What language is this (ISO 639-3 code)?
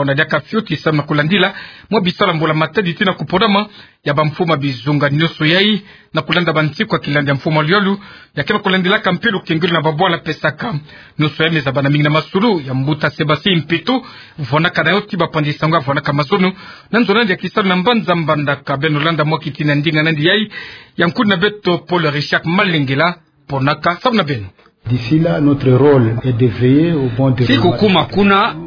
ktu